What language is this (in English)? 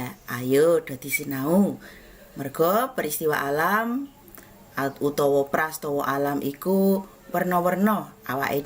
Javanese